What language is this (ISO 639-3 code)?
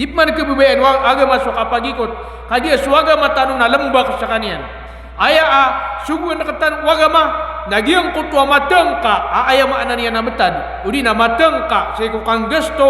mrw